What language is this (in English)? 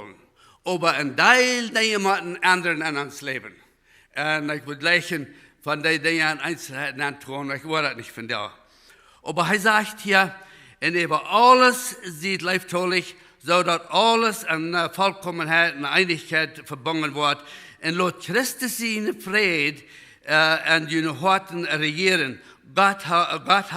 Plautdietsch